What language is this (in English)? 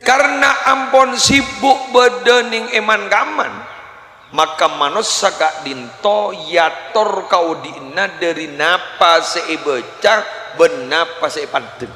Madurese